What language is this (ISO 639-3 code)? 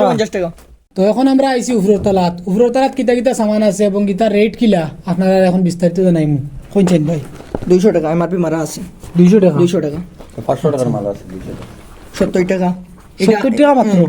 syl